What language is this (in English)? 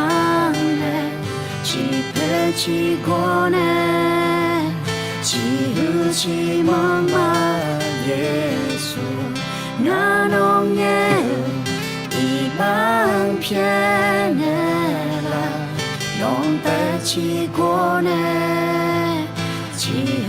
Akha